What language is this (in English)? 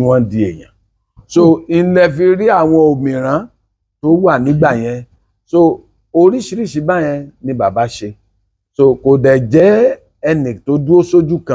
Yoruba